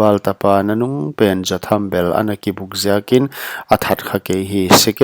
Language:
Paite Chin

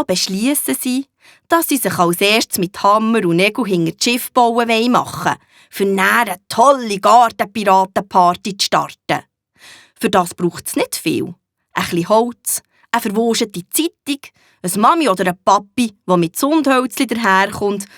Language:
Swiss German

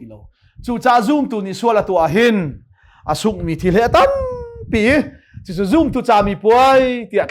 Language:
Hakha Chin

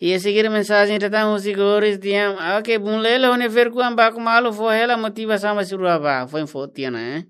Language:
Tetum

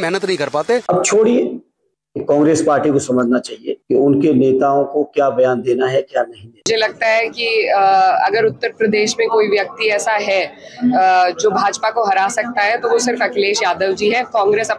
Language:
Hindi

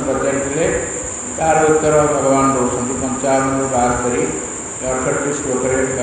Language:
Odia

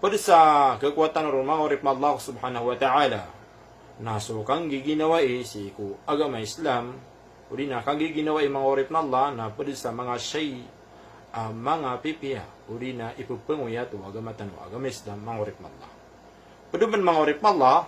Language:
Maranao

